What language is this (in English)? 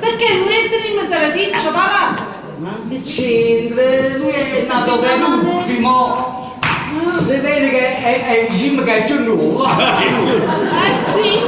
Neapolitan